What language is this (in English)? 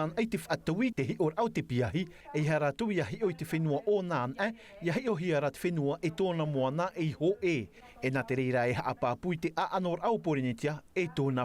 Tahitian